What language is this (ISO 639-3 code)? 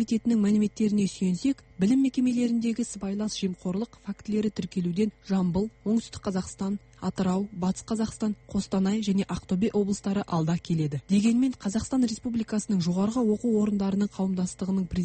kaz